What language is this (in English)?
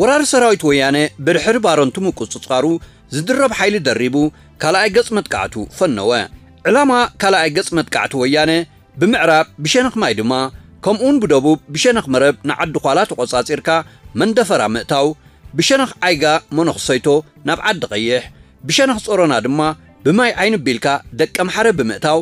Tigrinya